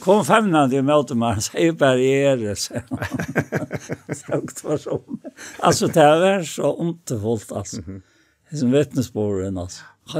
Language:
Faroese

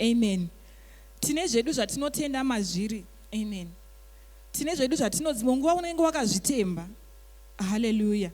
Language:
Shona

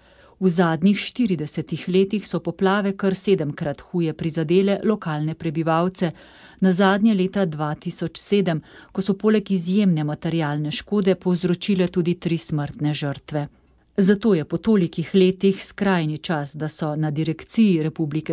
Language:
Slovenian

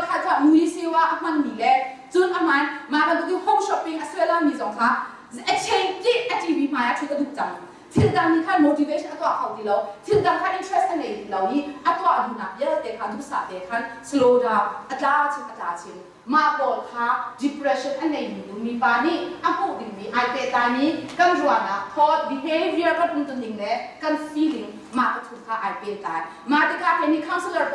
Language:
Hakha Chin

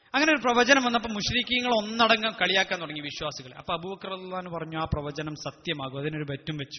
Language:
Malayalam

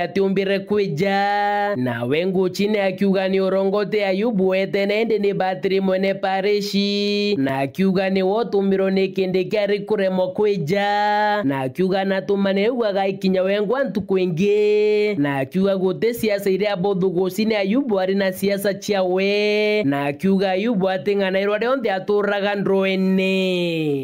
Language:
Meru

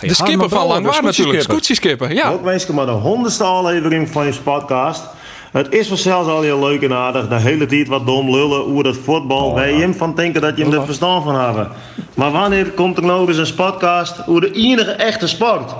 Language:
Western Frisian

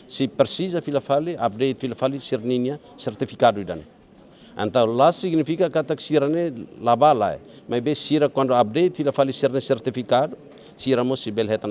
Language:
Tetum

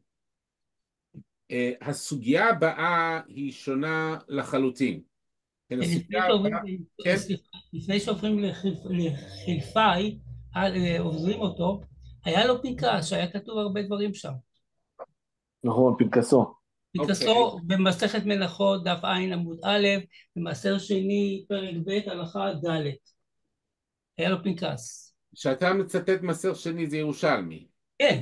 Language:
Hebrew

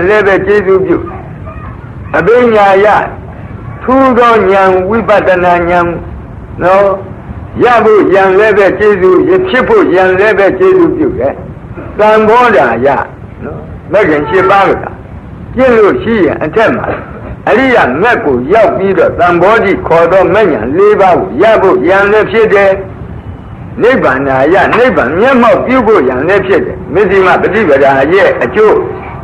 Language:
Burmese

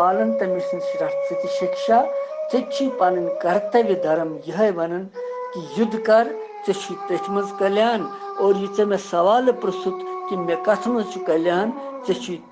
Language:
Kashmiri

